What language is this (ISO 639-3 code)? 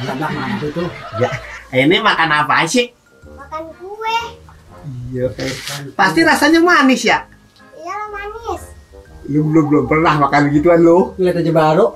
bew